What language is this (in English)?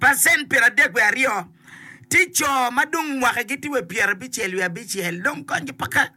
Acoli